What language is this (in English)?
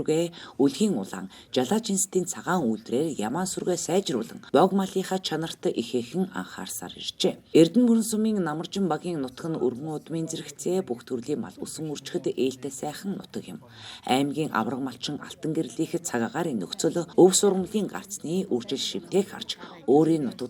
Mongolian